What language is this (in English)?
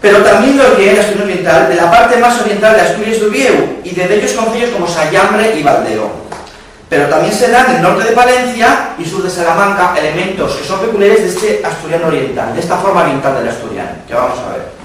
Asturian